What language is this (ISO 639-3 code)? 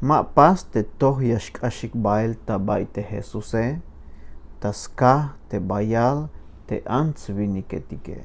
tzh